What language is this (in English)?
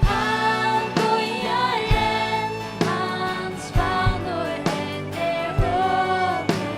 Faroese